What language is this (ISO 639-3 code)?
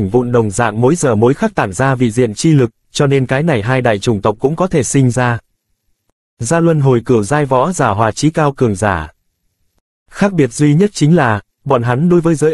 vie